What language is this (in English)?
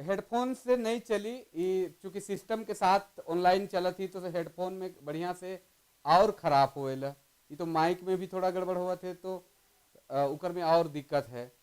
Sadri